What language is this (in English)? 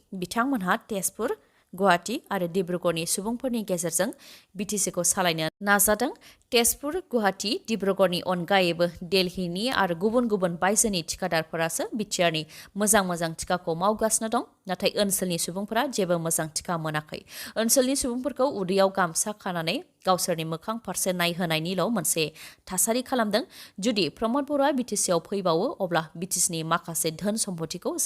Bodo